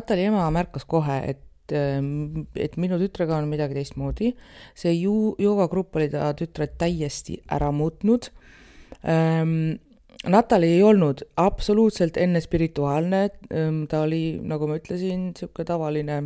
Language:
Estonian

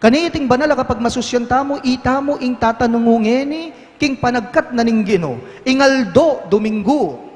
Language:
Pampanga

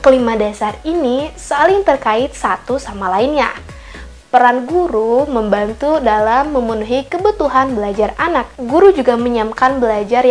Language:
Indonesian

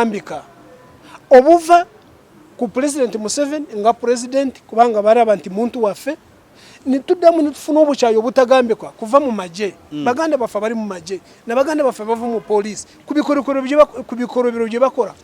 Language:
Ganda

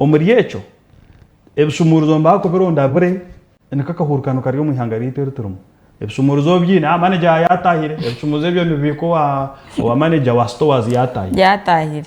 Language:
Nyankole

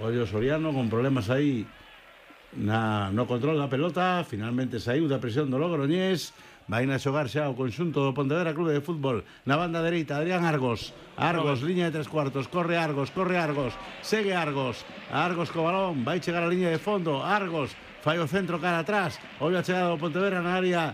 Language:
Galician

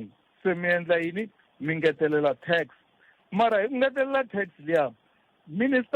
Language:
Tsonga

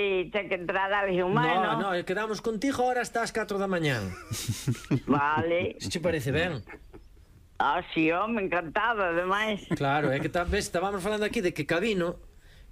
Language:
Galician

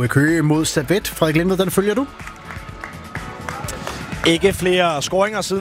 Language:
Danish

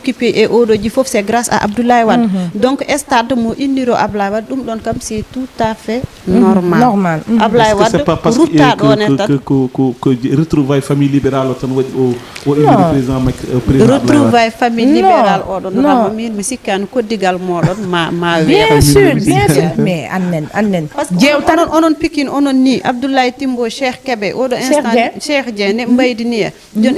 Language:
Fula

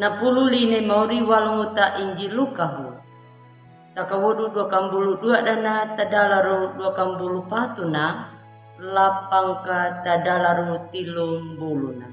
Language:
Anakalangu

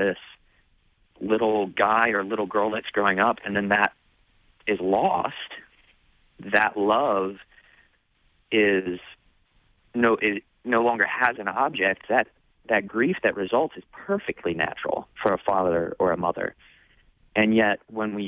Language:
English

